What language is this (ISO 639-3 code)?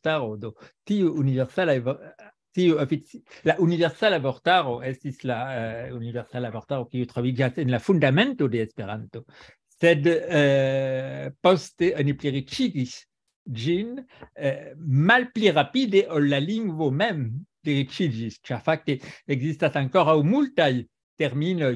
epo